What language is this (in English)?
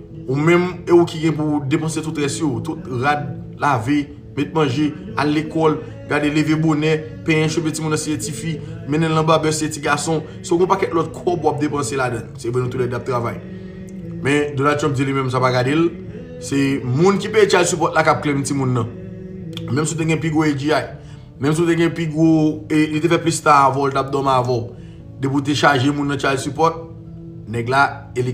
Haitian Creole